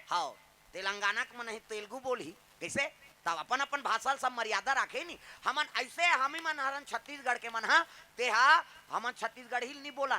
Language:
Chhattisgarhi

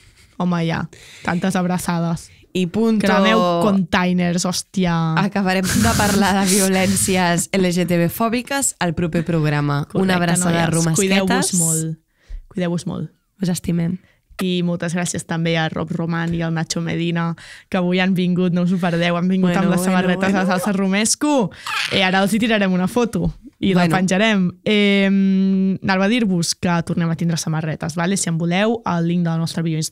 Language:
Catalan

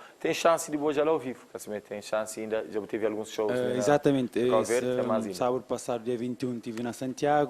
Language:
Kabuverdianu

